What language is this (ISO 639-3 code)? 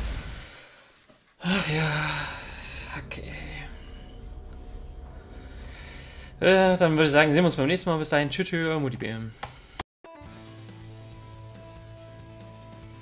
deu